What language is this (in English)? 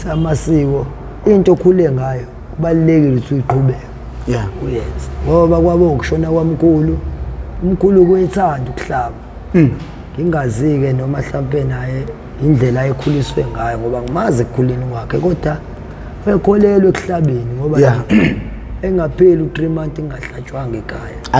Zulu